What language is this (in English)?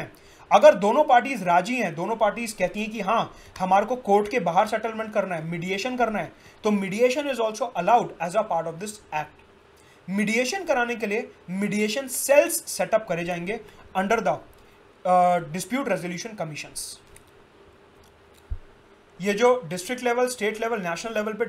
Hindi